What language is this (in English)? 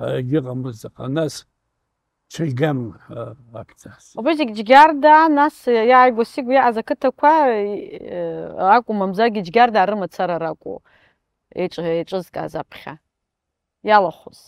Abkhazian